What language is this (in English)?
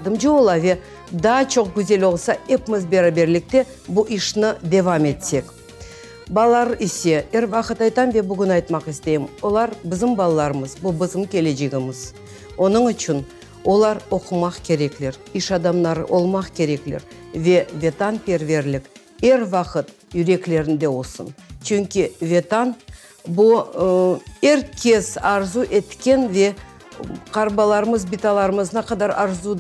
Crimean Tatar